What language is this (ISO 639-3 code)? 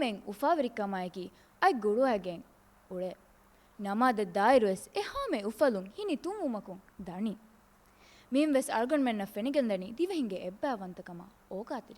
div